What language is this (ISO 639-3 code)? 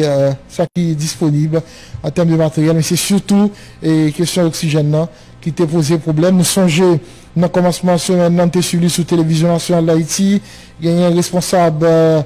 hat